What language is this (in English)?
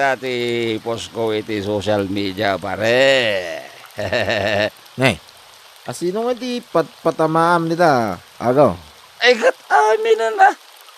Iloko